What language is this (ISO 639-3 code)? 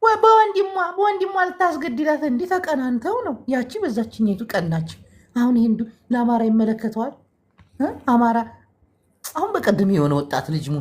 amh